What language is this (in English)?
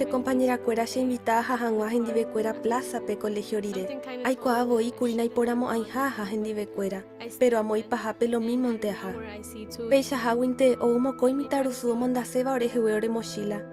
Guarani